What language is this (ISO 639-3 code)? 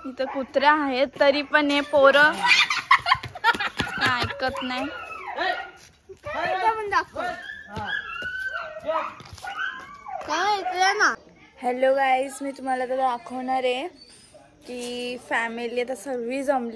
mar